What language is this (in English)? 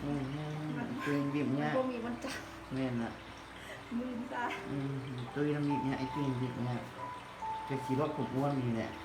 Lao